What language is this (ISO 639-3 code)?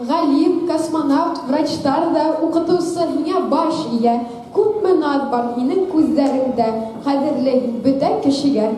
bak